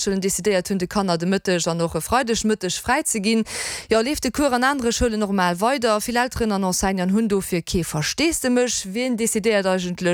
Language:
Luxembourgish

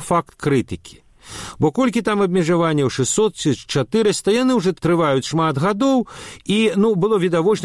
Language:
Belarusian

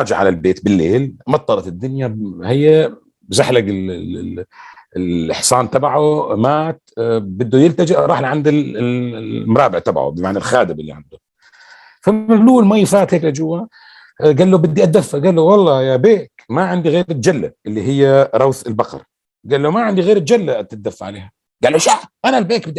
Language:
North Levantine Arabic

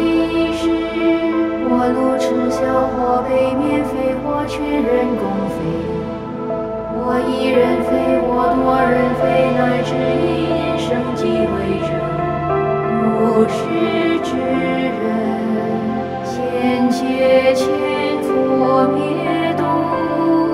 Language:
Chinese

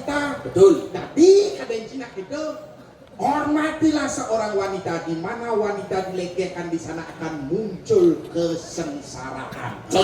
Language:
Balinese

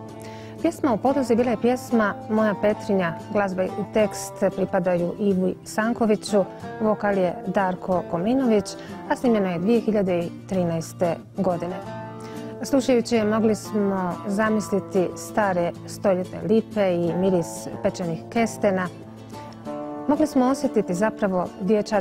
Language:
Croatian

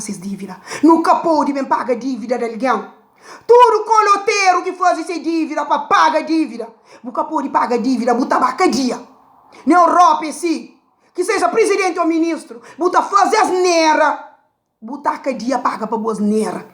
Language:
Kabuverdianu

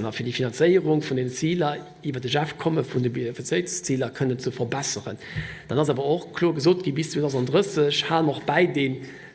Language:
Luxembourgish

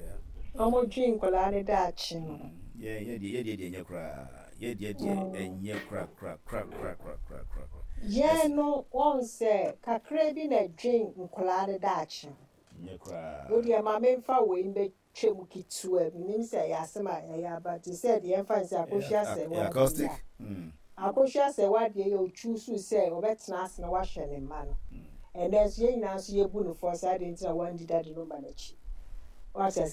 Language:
Akan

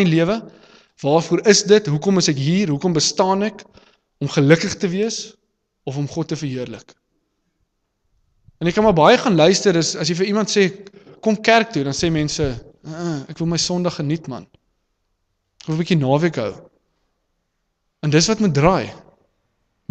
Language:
Afrikaans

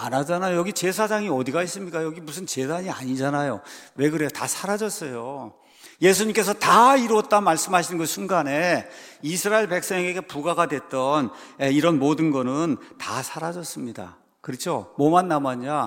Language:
Korean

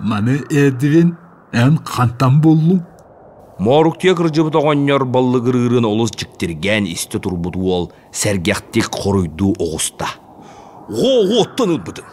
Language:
Yakut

